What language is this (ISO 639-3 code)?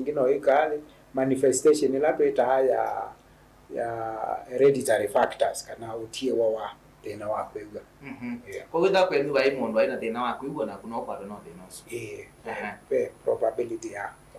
kam